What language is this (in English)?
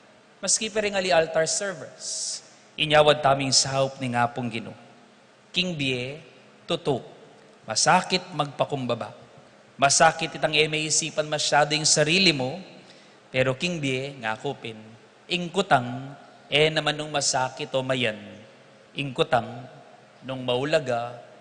Pampanga